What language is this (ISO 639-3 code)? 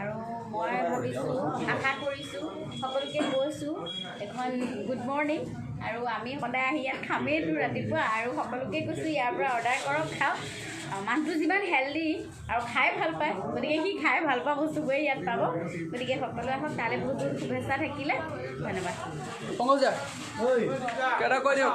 asm